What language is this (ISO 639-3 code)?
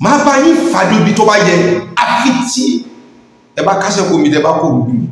yor